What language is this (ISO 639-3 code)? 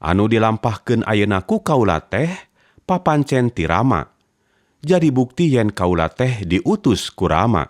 sun